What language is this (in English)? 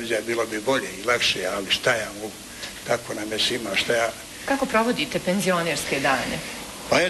Bosnian